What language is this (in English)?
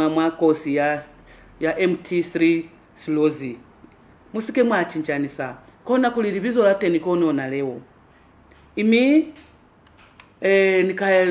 Lozi